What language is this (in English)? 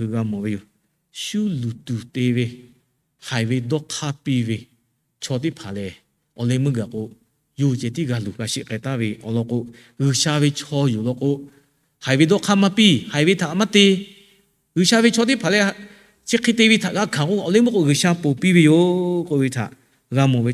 Lahu